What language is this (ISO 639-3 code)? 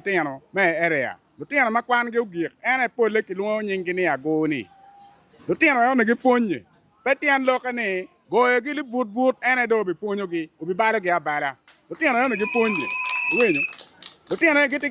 ach